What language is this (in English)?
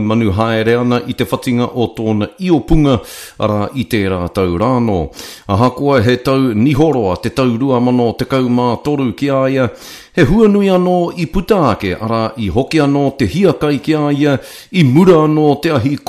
Māori